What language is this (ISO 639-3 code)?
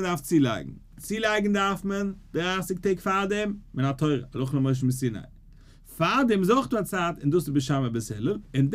yid